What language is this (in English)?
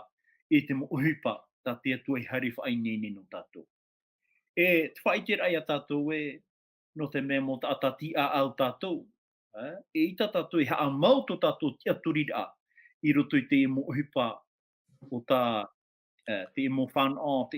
Tahitian